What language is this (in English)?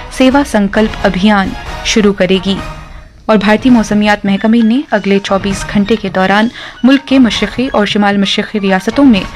Urdu